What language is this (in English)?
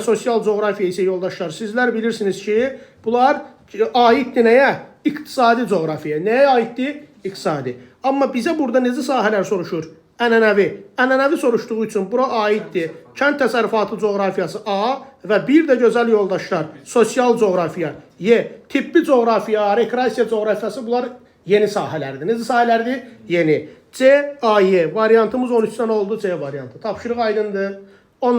Azerbaijani